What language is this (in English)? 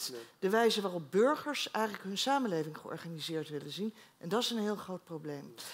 Dutch